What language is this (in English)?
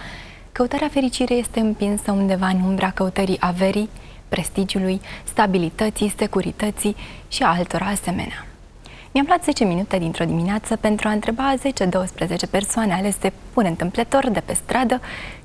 Romanian